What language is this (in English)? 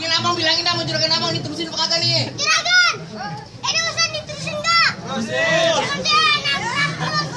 Betawi